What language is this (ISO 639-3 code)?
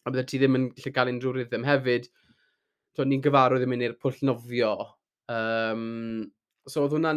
cym